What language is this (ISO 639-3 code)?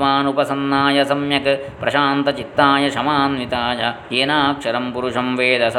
san